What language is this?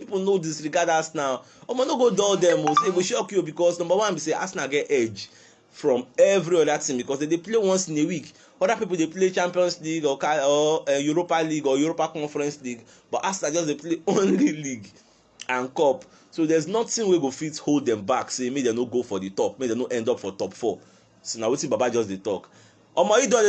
Nigerian Pidgin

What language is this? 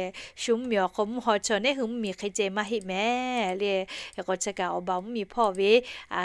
Lahu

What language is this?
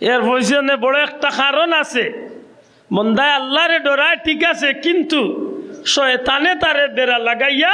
Sylheti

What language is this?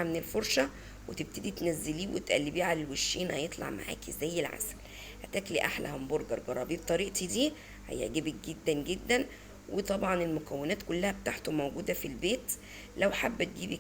Egyptian Arabic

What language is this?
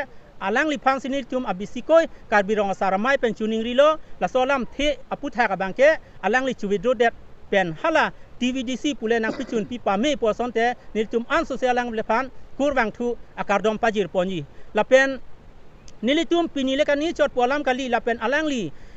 Karbi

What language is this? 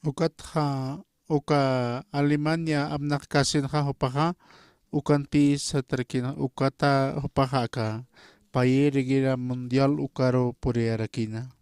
Aymara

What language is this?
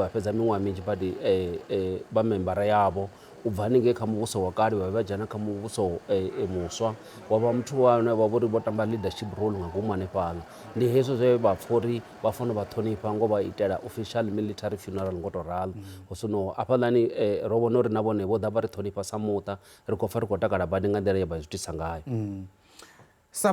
Venda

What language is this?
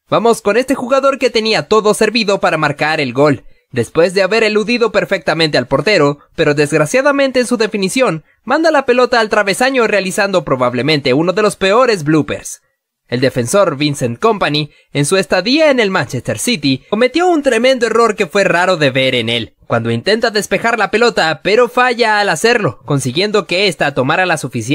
Spanish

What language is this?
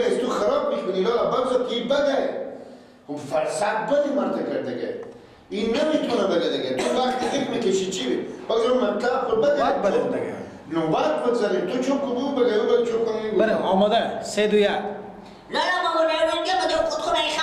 Persian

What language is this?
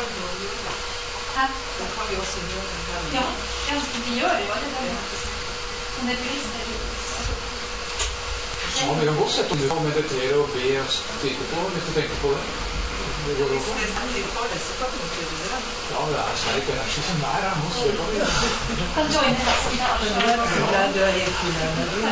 Norwegian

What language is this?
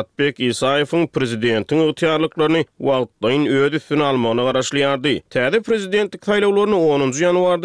Turkmen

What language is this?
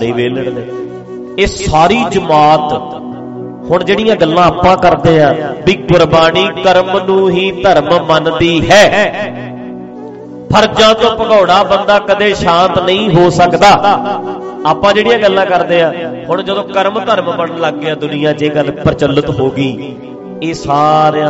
Punjabi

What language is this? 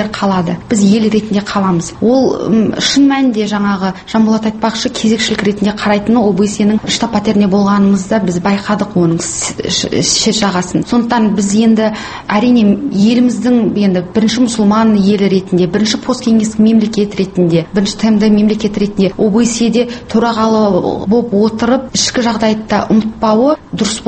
Kazakh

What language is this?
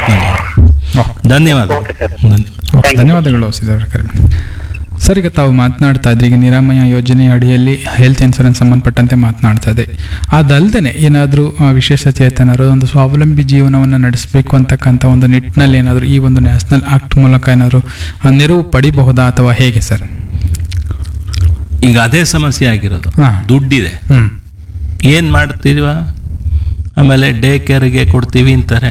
Kannada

